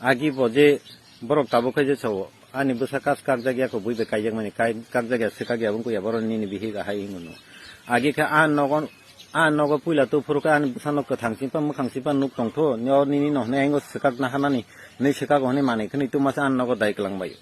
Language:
Kok Borok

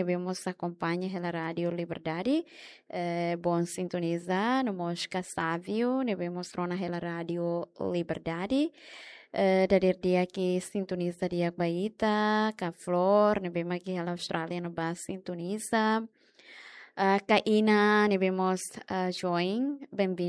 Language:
Tetum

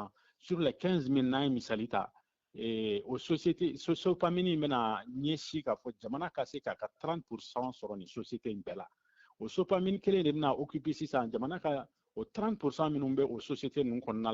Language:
Bambara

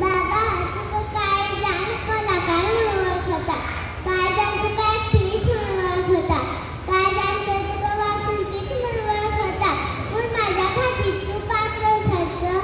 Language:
Konkani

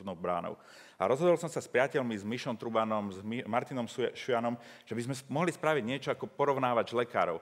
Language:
Slovak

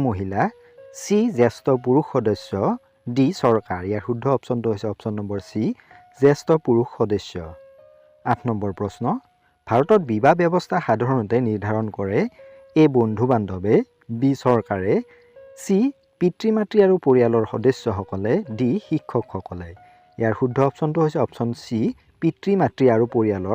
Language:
Assamese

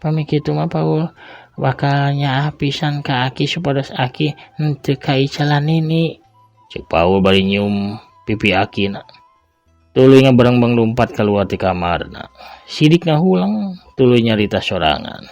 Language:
Sundanese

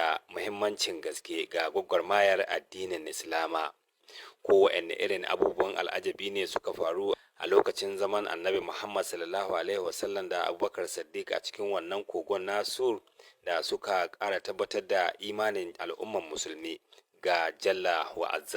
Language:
Hausa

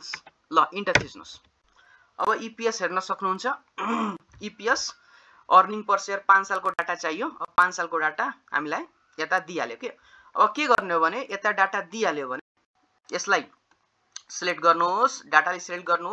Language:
Nepali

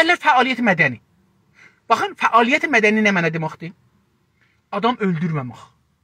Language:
South Azerbaijani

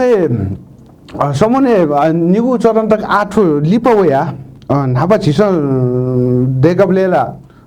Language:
Newari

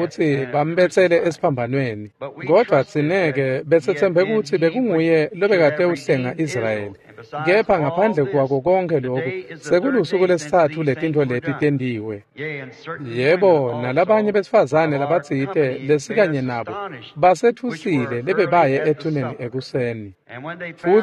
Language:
Swati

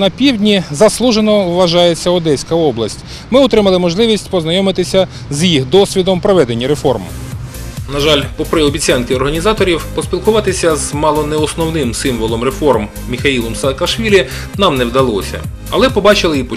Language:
Ukrainian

